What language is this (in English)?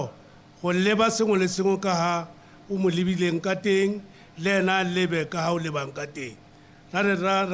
Tswana